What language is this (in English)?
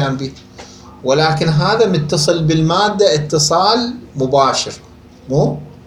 Mesopotamian Arabic